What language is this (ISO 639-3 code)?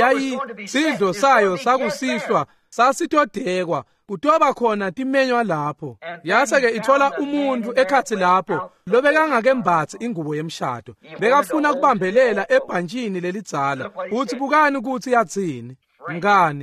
ssw